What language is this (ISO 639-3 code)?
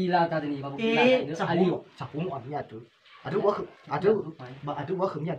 nia